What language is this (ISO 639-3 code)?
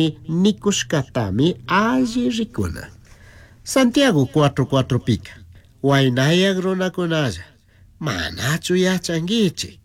qug